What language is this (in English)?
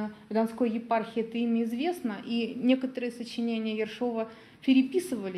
Russian